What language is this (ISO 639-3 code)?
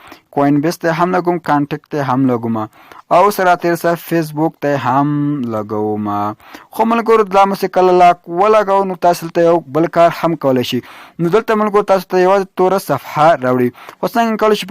pus